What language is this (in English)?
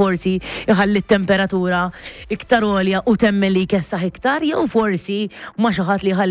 Maltese